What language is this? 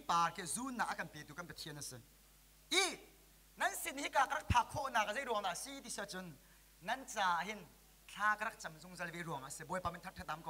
Hakha Chin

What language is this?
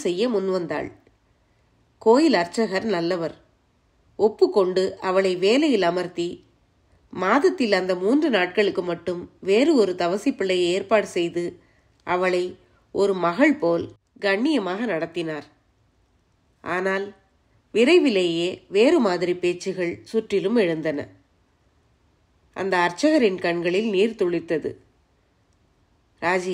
Tamil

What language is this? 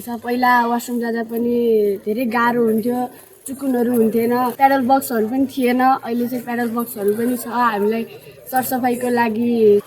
Nepali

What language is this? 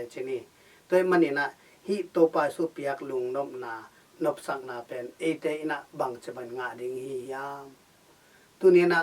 Tedim Chin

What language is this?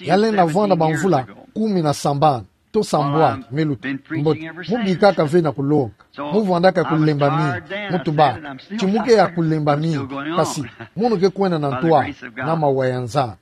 Kituba (Democratic Republic of Congo)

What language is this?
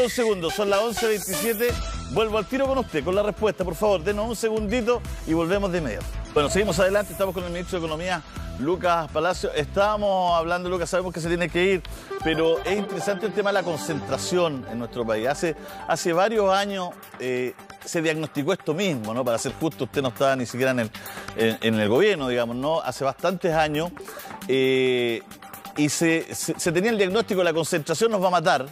Spanish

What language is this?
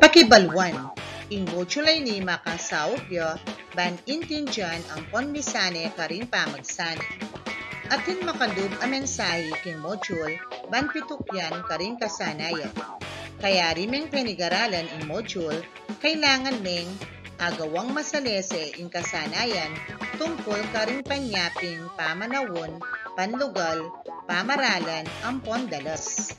Pampanga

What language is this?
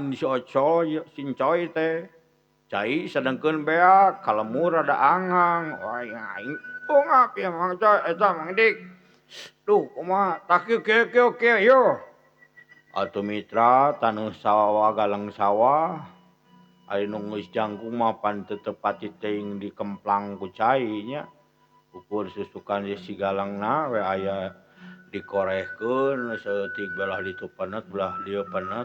Sundanese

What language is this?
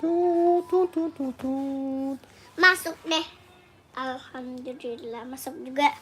Betawi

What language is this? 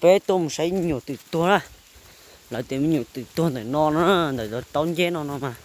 Hmong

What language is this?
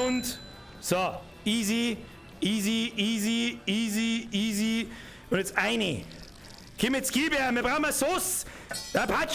Bavarian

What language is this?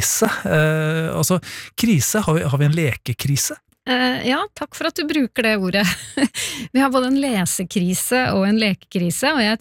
Norwegian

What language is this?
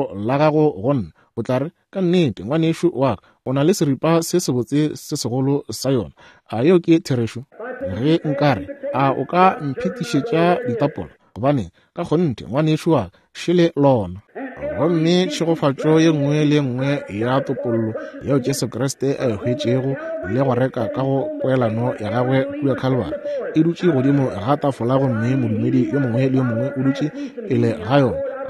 Northern Sotho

